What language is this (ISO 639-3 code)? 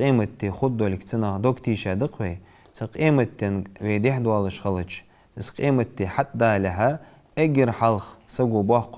inh